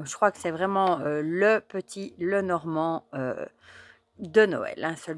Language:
French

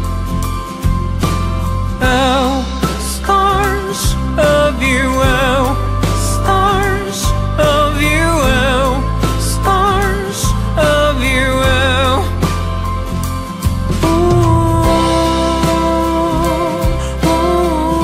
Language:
Korean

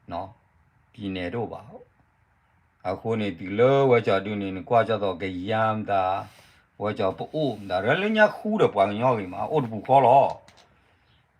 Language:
S'gaw Karen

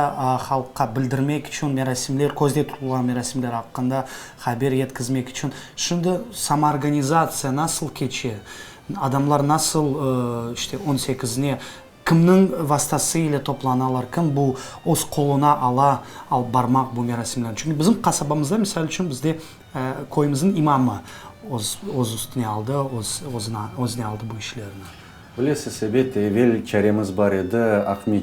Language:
Crimean Tatar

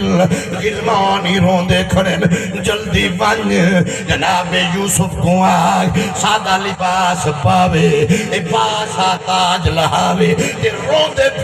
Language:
Saraiki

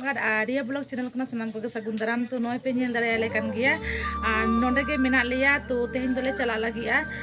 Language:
Santali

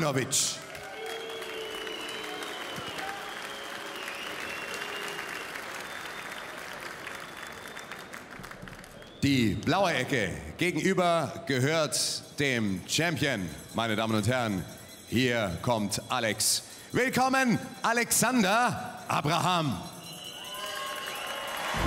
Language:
German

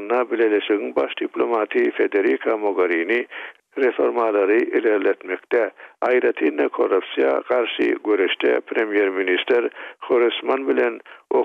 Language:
Turkmen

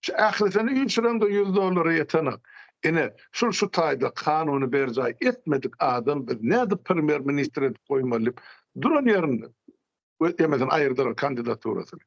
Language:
Turkmen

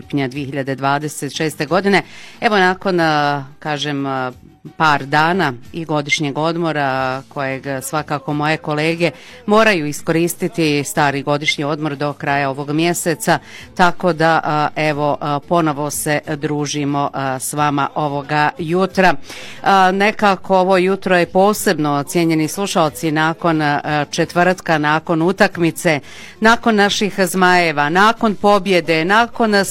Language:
Bosnian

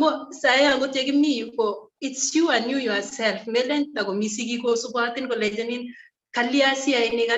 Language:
Kalenjin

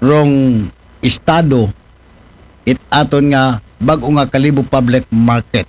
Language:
Aklanon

